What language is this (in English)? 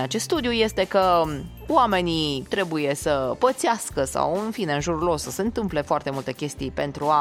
Romanian